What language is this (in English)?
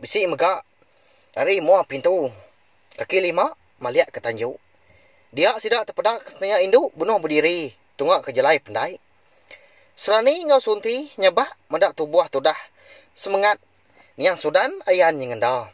Iban